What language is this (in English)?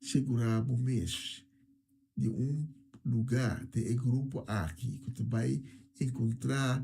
Papiamento